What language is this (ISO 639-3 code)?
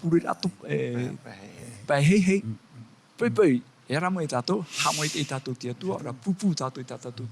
tah